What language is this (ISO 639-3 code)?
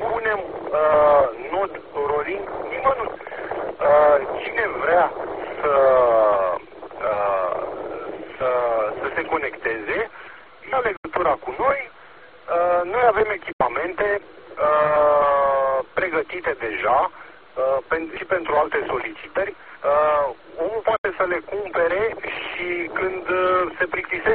ron